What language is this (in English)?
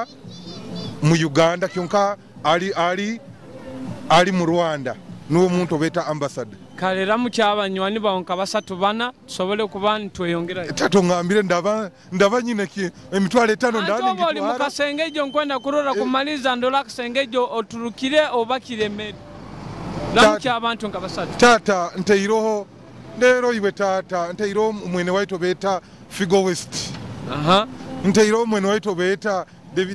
Nyoro